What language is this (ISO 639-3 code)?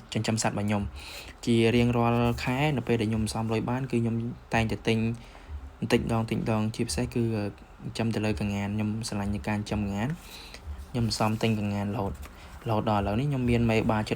khm